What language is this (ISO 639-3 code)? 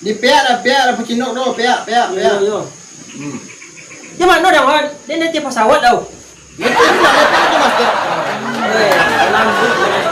min